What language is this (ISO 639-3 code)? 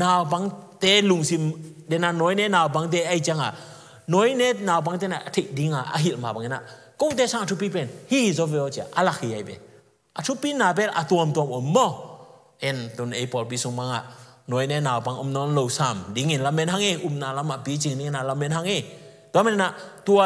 ctd